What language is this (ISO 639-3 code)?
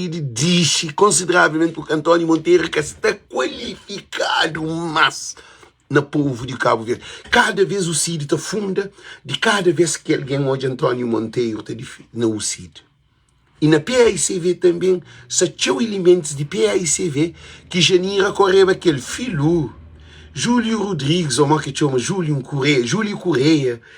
kea